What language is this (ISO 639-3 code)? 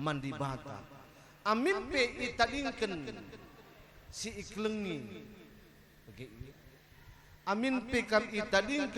btx